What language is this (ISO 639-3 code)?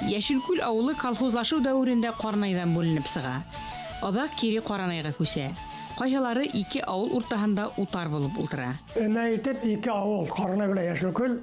bak